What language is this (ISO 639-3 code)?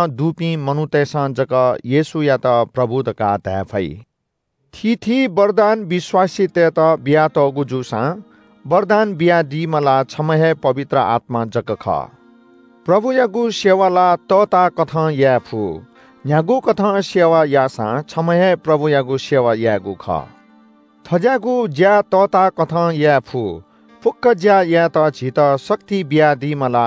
new